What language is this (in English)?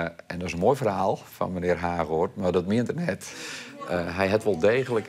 Western Frisian